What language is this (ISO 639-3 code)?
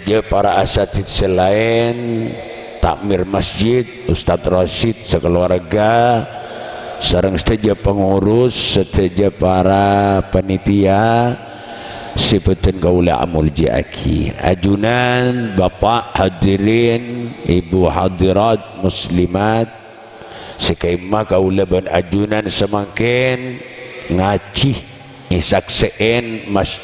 mad